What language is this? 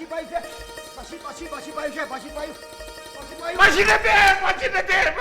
Manipuri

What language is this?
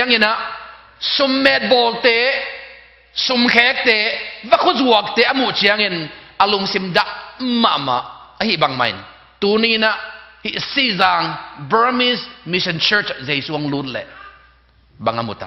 Tedim Chin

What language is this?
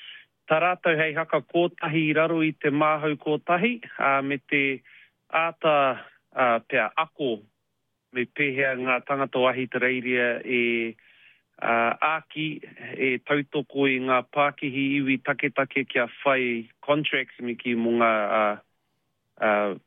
Māori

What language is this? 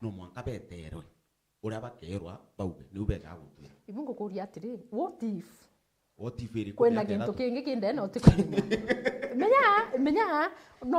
Meru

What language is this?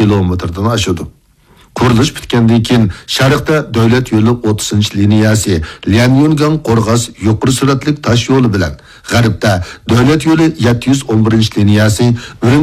Uyghur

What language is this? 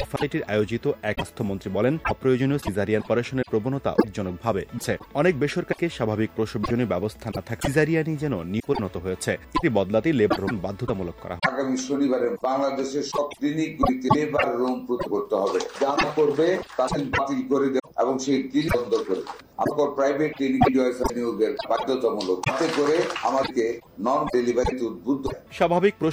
Bangla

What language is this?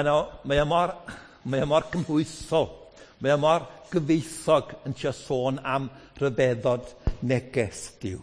Welsh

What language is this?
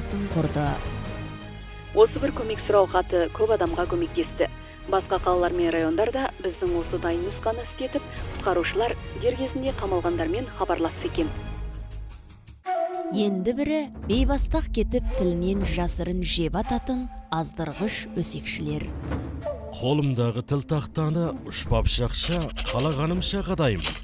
Kazakh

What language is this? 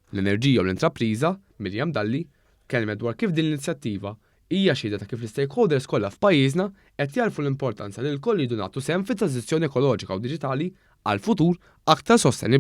Maltese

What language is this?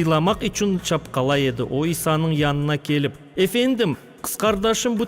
Crimean Tatar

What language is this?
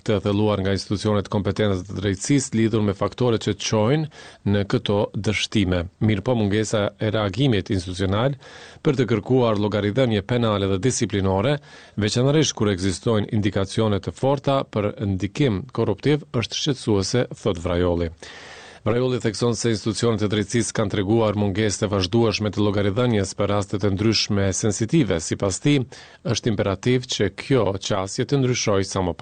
Albanian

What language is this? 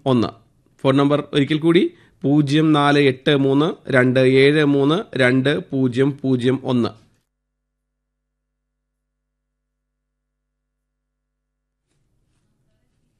Malayalam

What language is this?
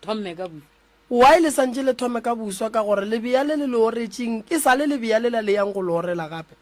Northern Sotho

